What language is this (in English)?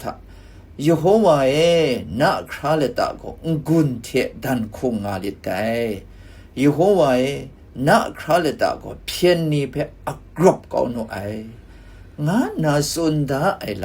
Kachin